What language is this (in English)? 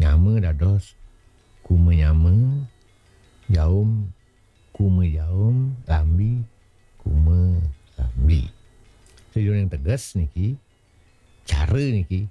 Balinese